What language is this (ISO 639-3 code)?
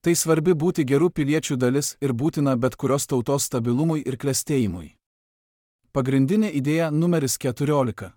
lit